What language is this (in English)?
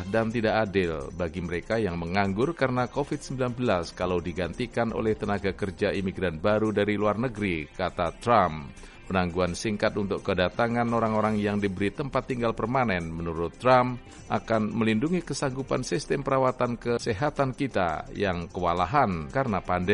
Indonesian